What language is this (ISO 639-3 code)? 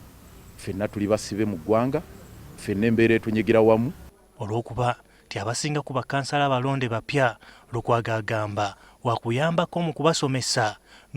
lug